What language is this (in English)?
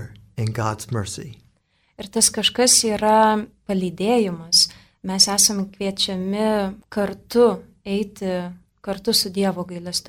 Lithuanian